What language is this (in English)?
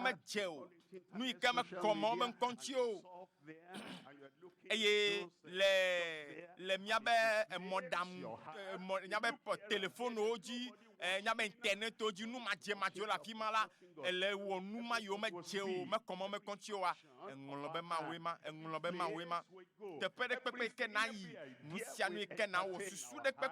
Ewe